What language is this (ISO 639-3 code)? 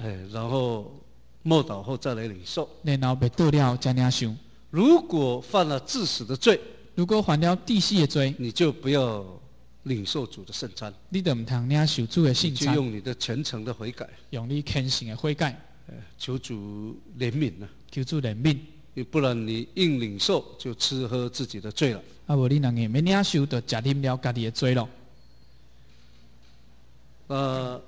zho